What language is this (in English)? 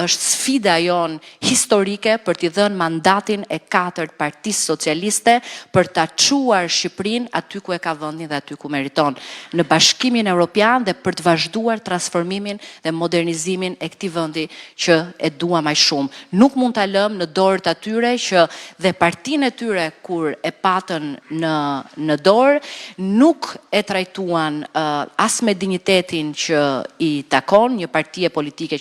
Albanian